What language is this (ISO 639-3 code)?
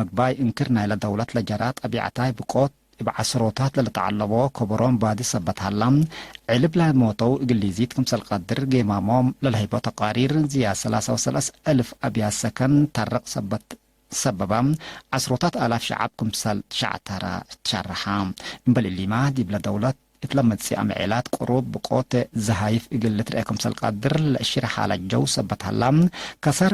tig